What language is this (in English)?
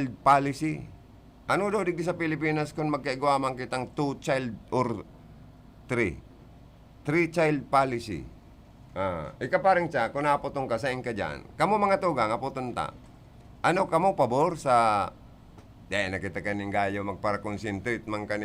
Bikol